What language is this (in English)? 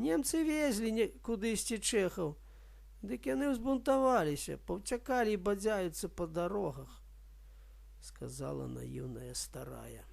Belarusian